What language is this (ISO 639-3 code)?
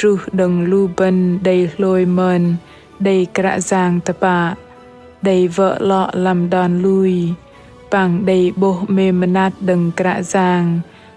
bdq